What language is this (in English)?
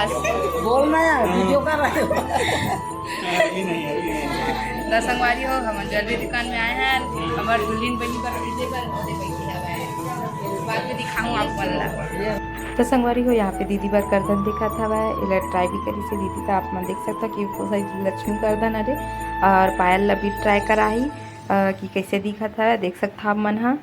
Chhattisgarhi